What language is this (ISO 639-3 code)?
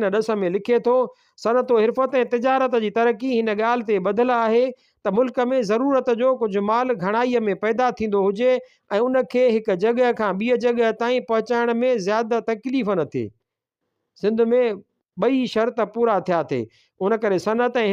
snd